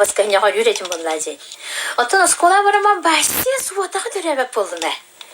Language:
Yakut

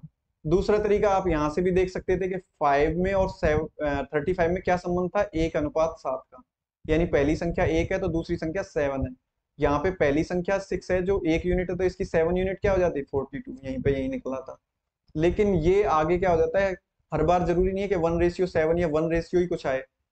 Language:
Hindi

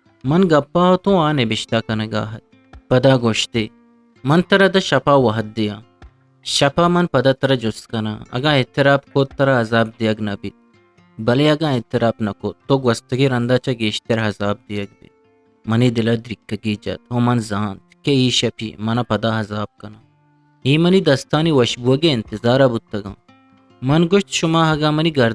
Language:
Eastern Balochi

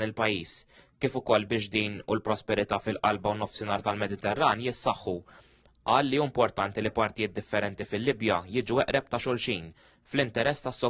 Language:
Maltese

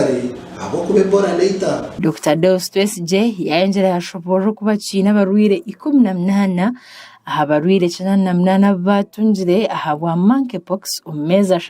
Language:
Nyankole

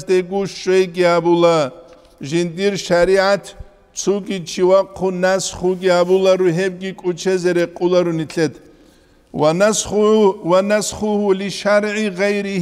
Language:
Avaric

